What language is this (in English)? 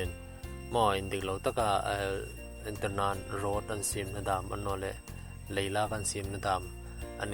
Hmar